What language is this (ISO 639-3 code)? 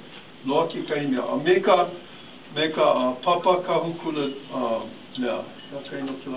haw